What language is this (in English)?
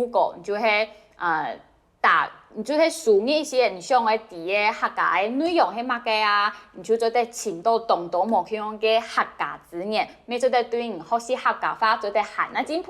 Hakka Chinese